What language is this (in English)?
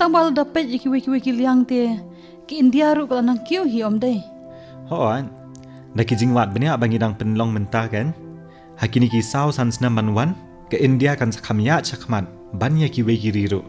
Khasi